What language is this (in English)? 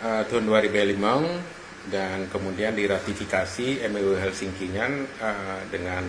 Achinese